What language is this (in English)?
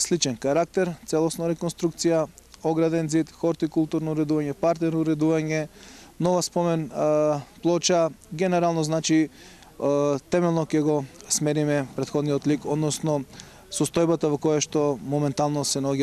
Macedonian